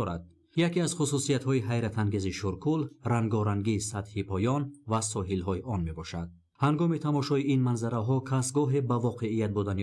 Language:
Tajik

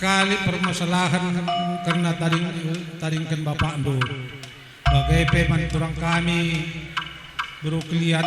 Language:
Batak Karo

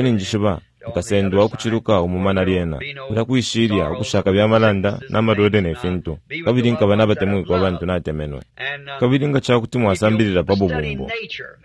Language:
Bemba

